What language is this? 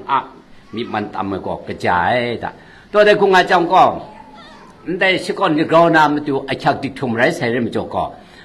Kachin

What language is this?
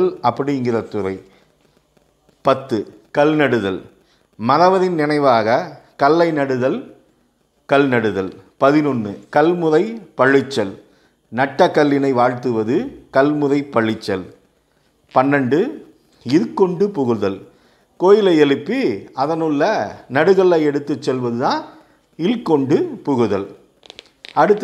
Tamil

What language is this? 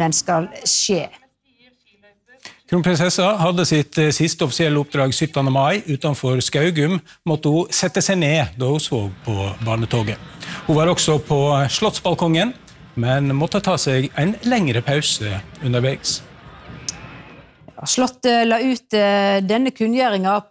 Norwegian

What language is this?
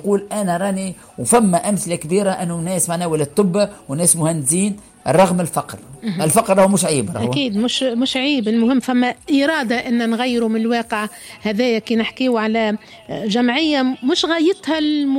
Tunisian Arabic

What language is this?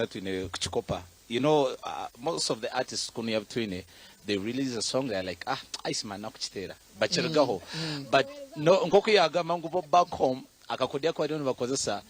Nyankole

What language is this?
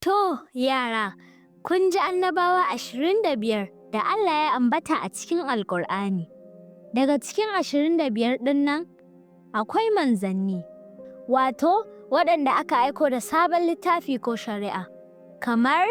Hausa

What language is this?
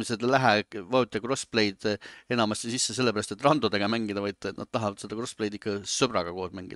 Estonian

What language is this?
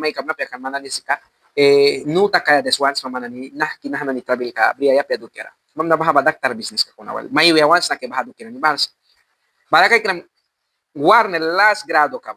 Mískito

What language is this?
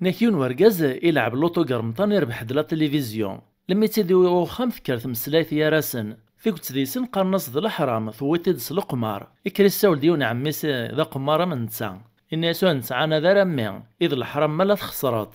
Kabyle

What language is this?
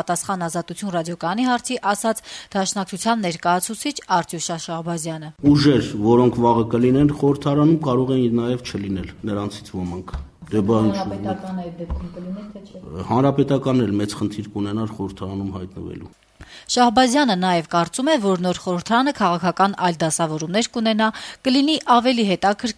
Armenian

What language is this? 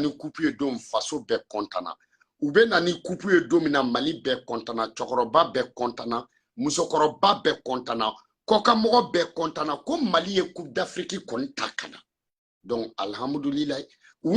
Bambara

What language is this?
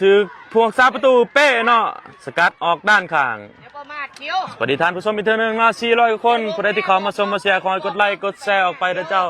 Lao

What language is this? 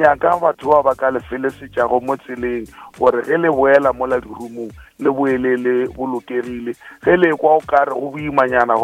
Northern Sotho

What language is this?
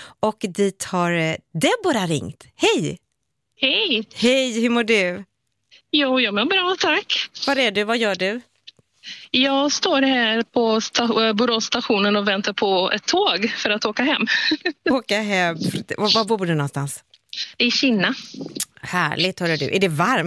Swedish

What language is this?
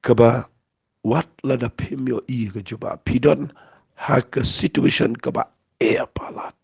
Khasi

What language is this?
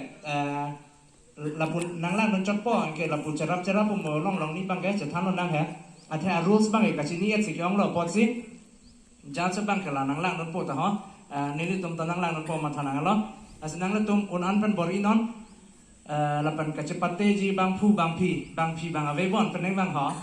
Karbi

